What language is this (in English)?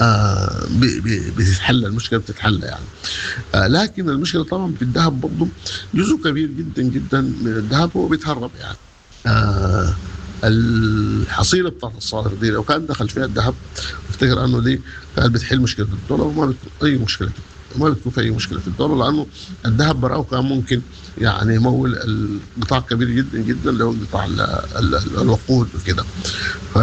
Sudanese Arabic